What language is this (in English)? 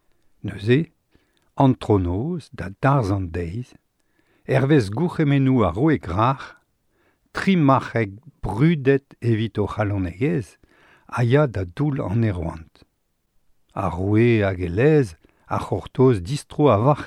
Breton